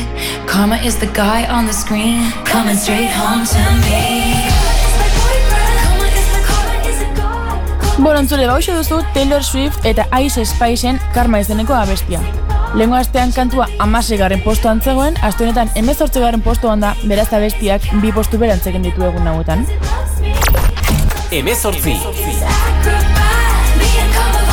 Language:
Basque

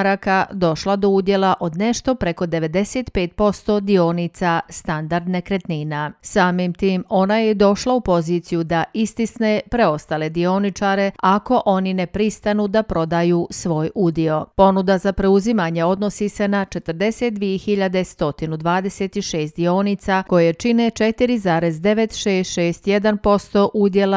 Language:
Bosnian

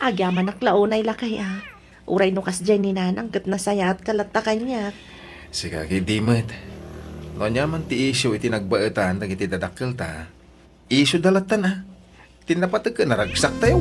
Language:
Iloko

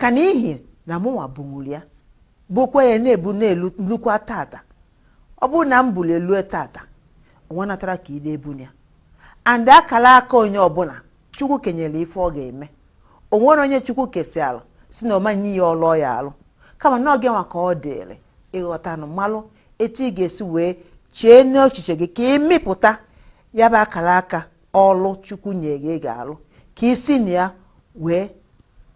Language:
Igbo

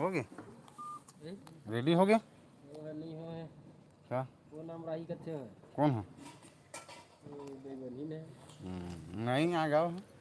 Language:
Chhattisgarhi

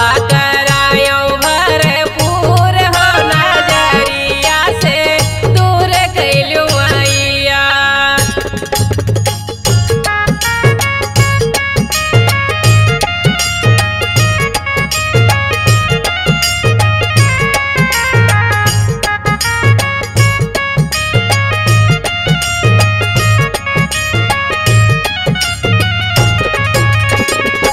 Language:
Bhojpuri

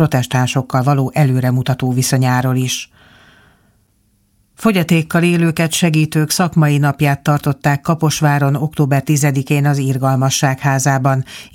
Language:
Hungarian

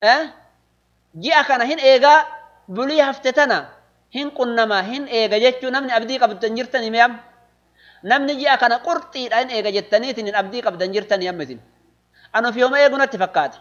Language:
Oromo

